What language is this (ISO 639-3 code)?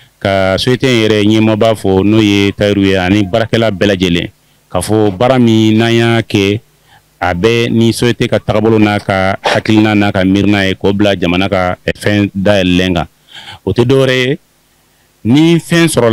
bam